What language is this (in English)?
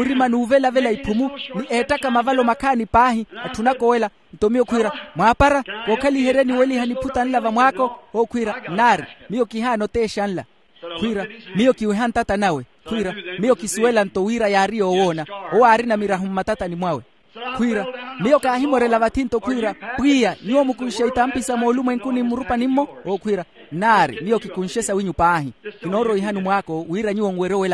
Makhuwa